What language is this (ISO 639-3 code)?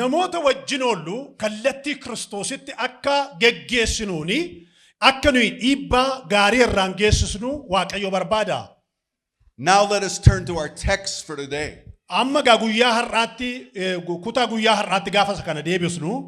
orm